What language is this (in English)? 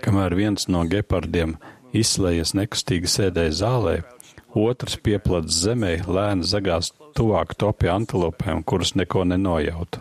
Latvian